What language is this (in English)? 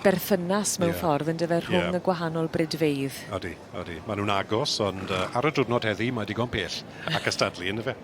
Welsh